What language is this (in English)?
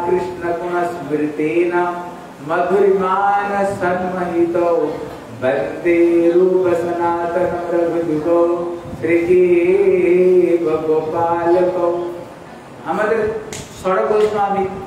Bangla